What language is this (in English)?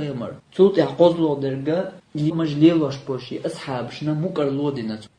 Chechen